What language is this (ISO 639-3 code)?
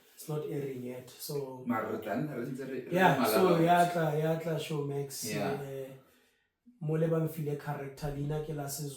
tsn